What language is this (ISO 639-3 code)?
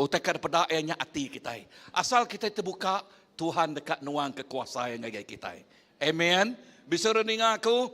iba